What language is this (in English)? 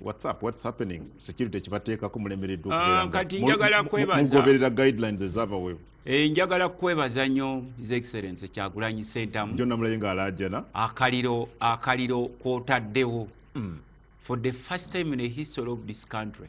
Ganda